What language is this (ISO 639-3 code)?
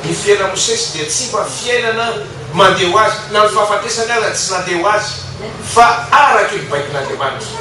mlg